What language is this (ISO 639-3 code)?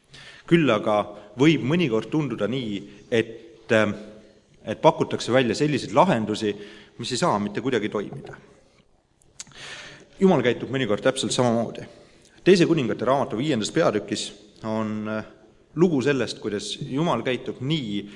est